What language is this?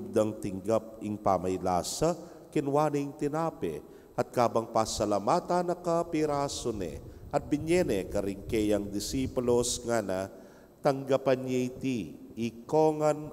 Pampanga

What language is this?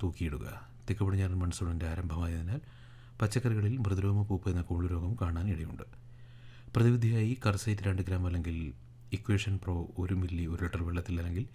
Malayalam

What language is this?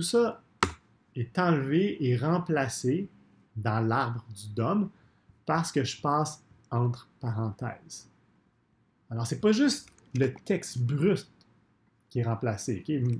French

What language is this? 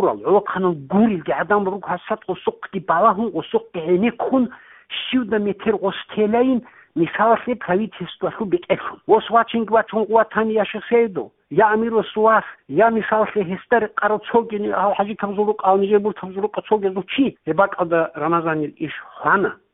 Avaric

